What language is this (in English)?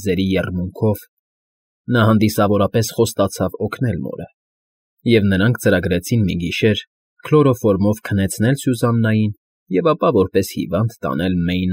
Armenian